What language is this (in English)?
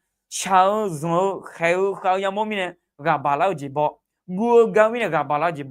Akha